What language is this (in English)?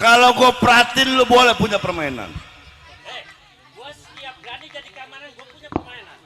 Betawi